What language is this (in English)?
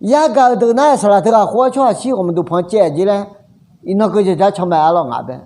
Akha